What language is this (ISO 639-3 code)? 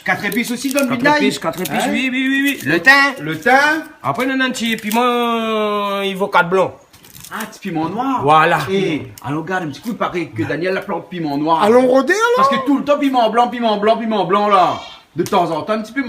rcf